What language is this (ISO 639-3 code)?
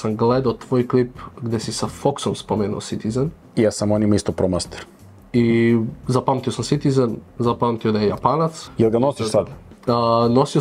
hrv